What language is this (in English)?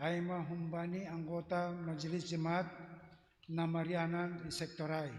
Batak Simalungun